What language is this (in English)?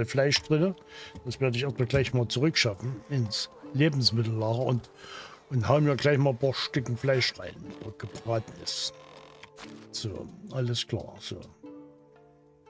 German